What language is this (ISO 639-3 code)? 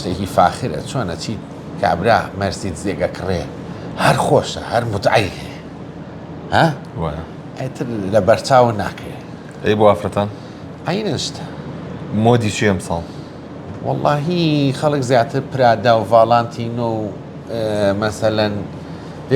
ckb